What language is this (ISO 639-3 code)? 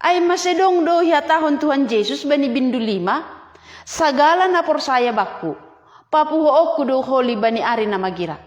bts